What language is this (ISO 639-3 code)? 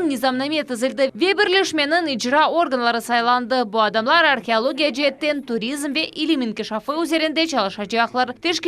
crh